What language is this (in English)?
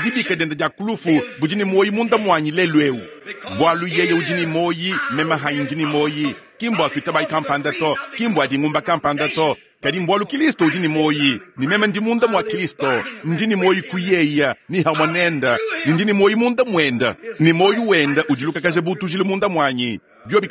Luba-Lulua